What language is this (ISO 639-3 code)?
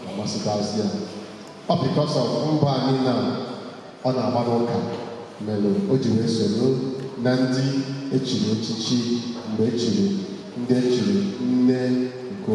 ibo